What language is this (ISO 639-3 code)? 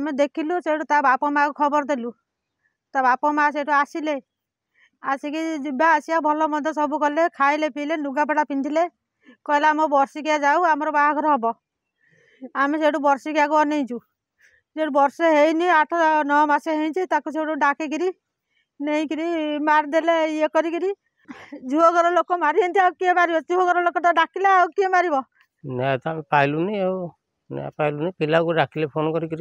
ori